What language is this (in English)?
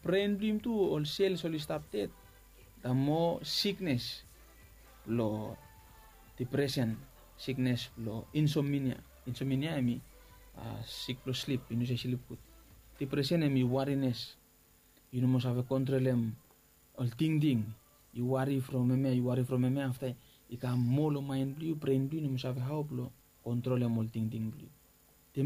Bislama